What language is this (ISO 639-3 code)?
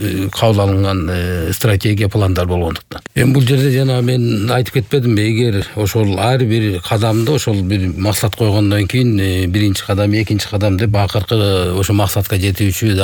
kir